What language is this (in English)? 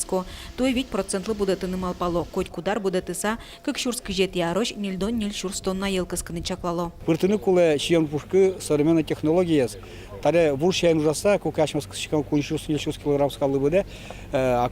Udmurt